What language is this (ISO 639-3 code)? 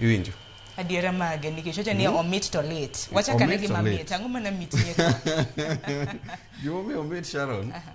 luo